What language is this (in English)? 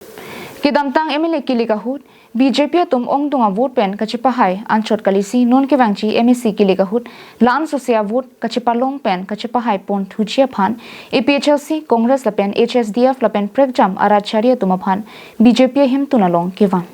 Karbi